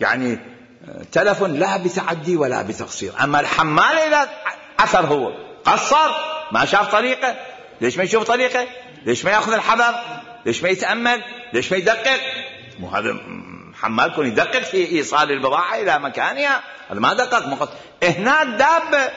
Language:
Mesopotamian Arabic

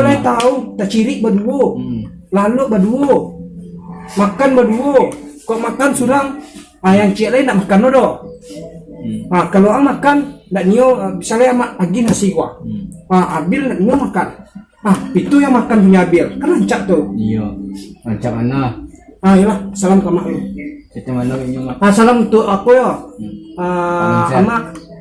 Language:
Minangkabau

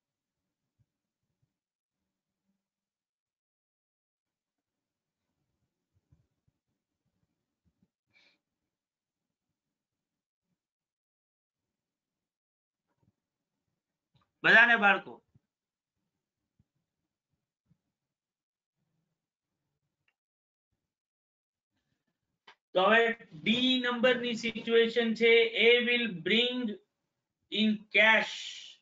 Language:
Gujarati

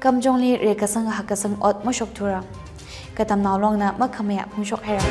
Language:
Tangkhul Naga (India)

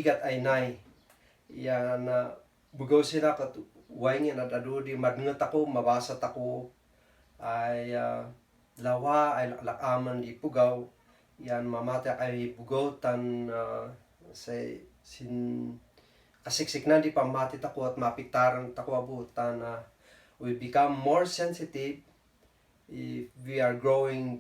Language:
Kankanaey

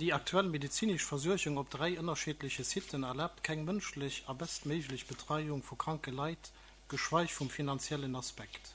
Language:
Luxembourgish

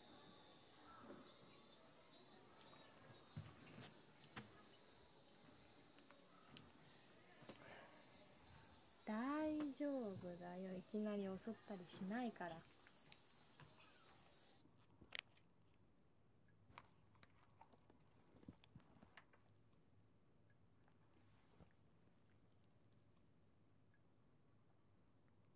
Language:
Japanese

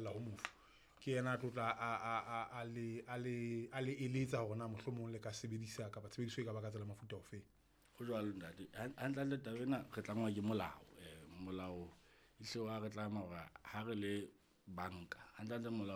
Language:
Southern Sotho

